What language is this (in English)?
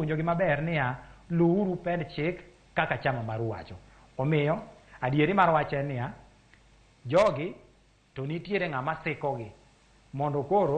Luo (Kenya and Tanzania)